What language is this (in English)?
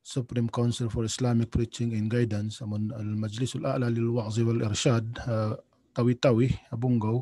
Tausug